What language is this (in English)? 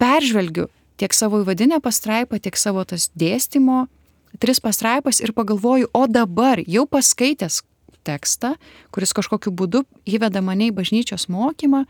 Lithuanian